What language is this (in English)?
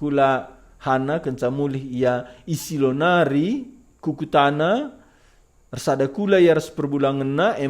Batak Karo